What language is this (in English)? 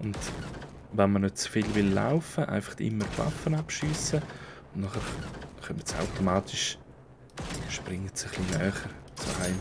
Swiss German